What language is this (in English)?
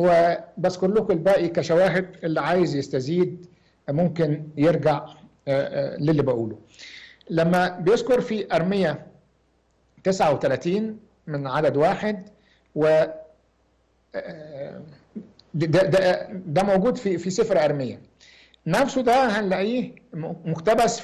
Egyptian Arabic